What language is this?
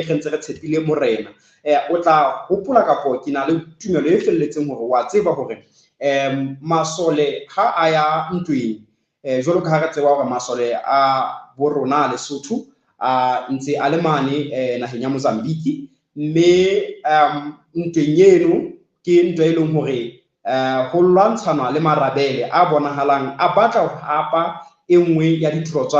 Southern Sotho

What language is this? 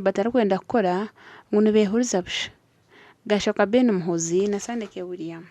Nyankole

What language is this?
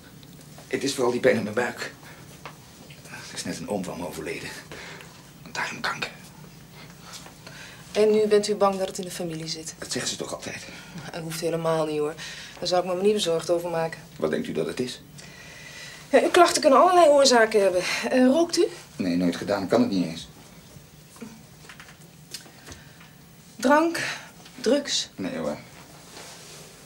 Dutch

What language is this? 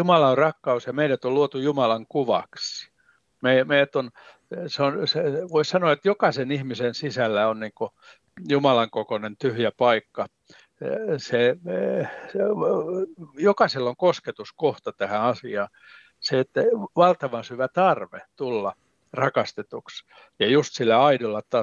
Finnish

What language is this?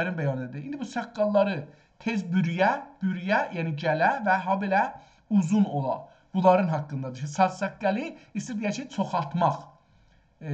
South Azerbaijani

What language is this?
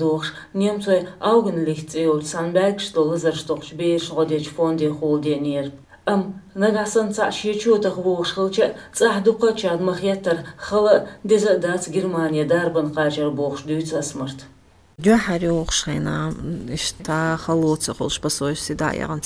Chechen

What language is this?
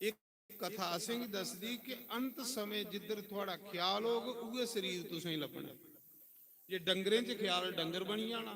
Dogri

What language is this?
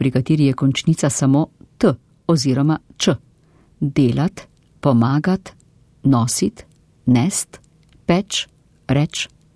Slovenian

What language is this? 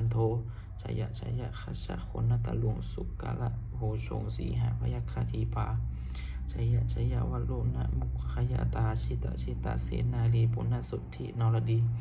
Pali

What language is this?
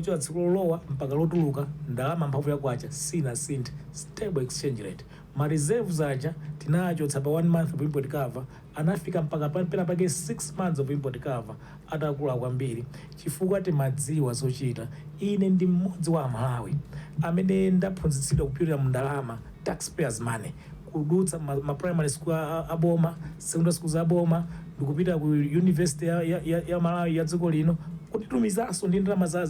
Nyanja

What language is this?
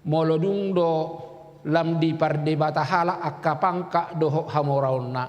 Batak Toba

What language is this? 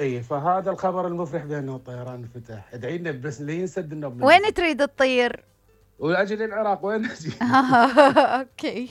Mesopotamian Arabic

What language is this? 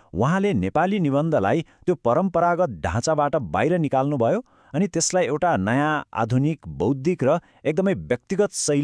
Nepali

